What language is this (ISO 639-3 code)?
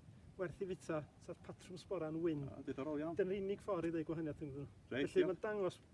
cym